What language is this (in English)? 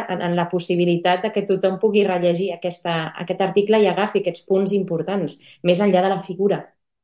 Catalan